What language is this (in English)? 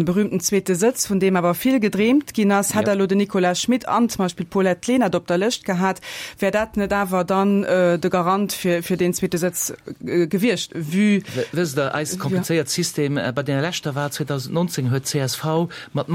Luxembourgish